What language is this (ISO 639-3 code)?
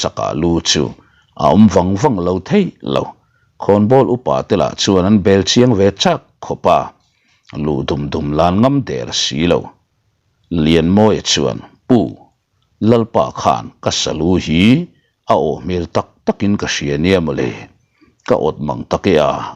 lus